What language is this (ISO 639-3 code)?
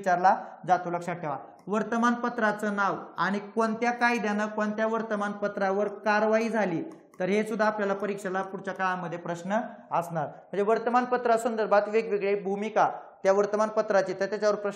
mar